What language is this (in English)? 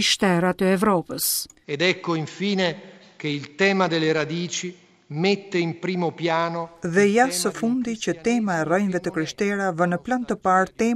Albanian